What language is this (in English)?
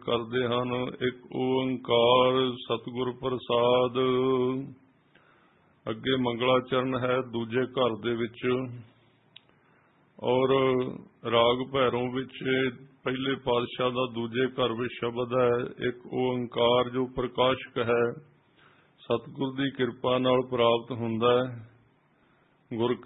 Punjabi